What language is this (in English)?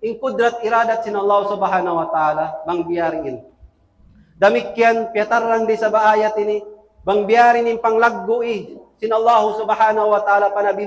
Tausug